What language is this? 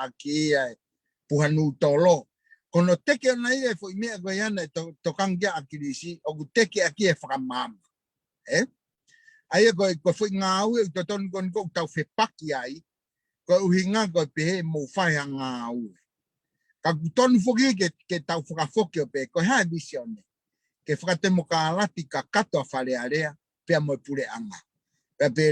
Tongan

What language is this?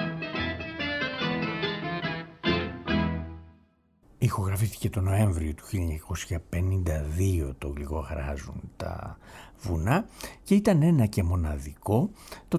Greek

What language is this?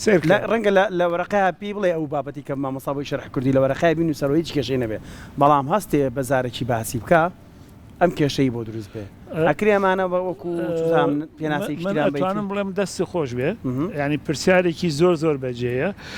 Central Kurdish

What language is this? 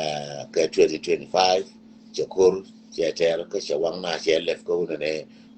Nuer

